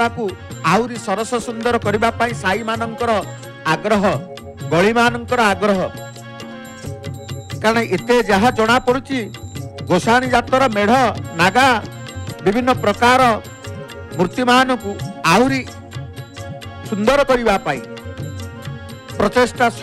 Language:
Odia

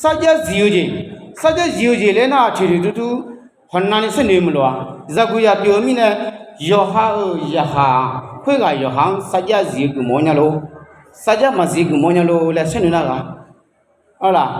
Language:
Akha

